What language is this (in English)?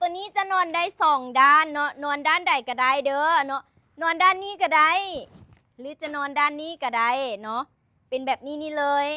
Lao